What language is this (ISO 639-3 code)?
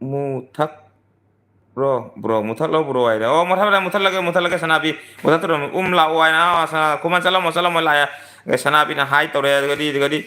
mni